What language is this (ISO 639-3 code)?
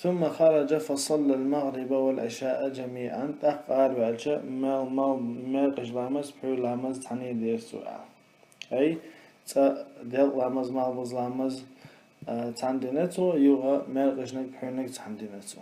che